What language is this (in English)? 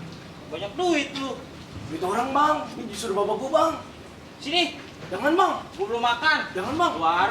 Betawi